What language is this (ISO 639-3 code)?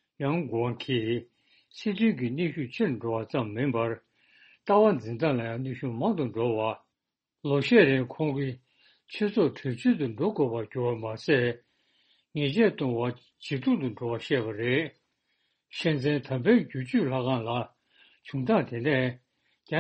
bod